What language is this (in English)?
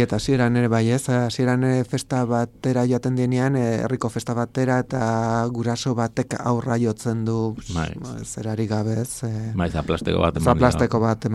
Basque